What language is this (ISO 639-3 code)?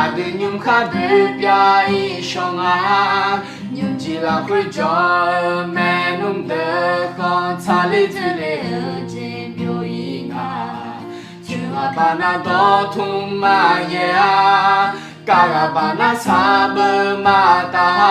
ahk